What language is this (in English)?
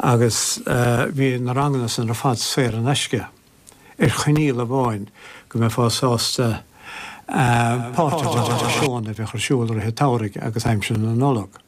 Irish